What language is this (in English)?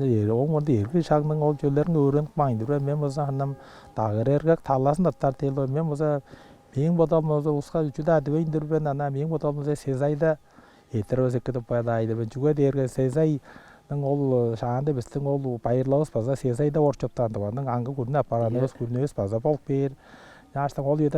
Tuvinian